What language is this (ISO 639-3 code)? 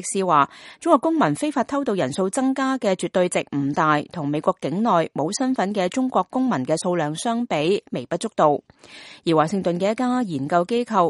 yue